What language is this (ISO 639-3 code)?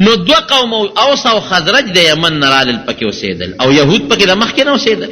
pus